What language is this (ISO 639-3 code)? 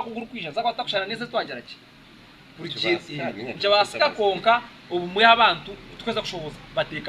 nyn